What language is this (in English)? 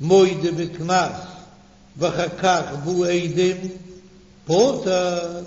Yiddish